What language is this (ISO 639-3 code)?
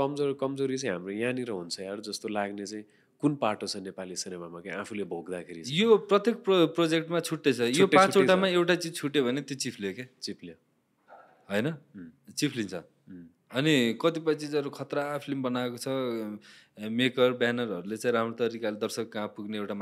nep